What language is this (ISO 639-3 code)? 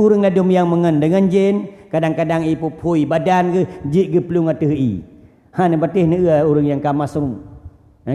ace